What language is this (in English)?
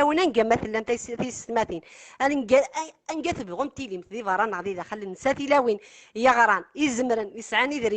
Kabyle